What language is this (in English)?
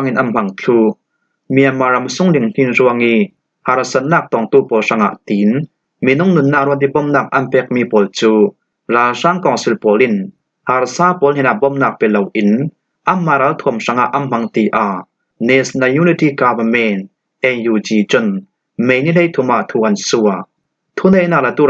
Falam Chin